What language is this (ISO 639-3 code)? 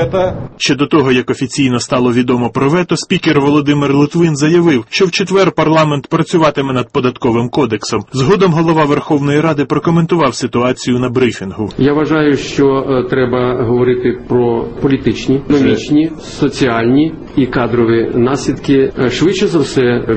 ukr